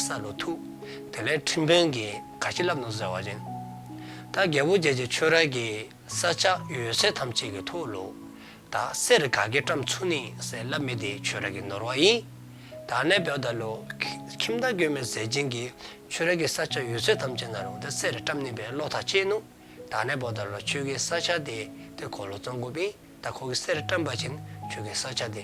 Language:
Dzongkha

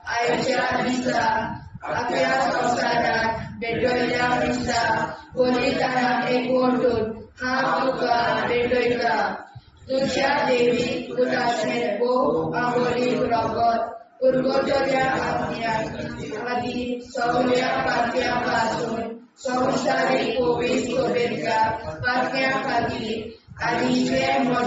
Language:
Konkani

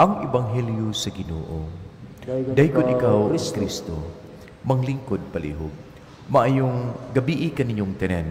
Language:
Cebuano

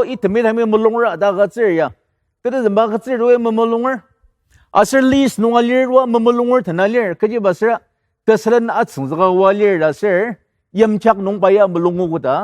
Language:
Ao Naga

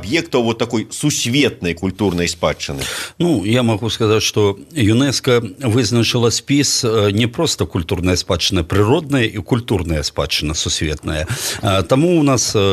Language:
Belarusian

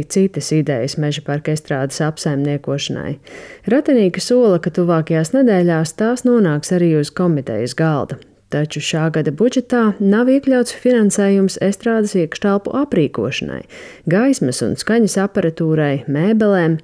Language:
Latvian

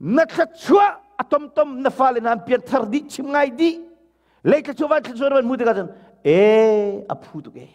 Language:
Hakha Chin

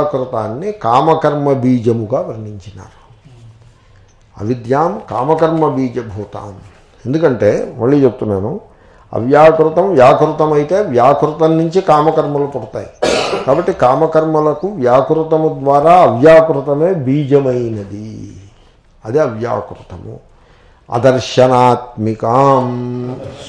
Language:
Telugu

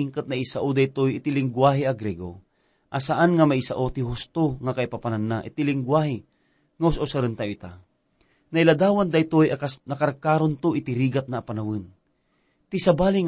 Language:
Iloko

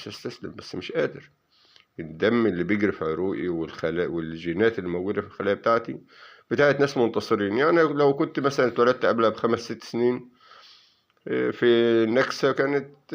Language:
Egyptian Arabic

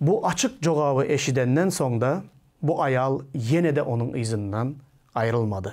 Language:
Turkmen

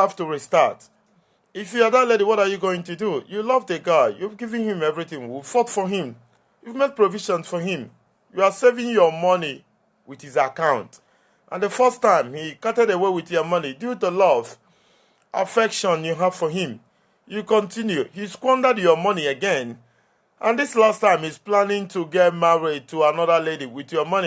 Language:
Igbo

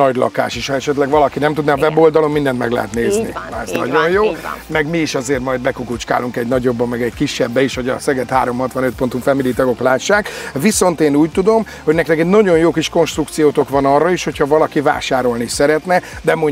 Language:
Hungarian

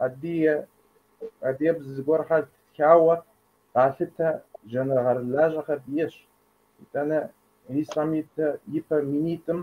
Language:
Kabardian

